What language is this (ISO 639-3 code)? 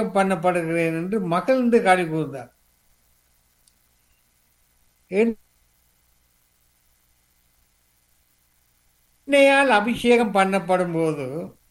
tam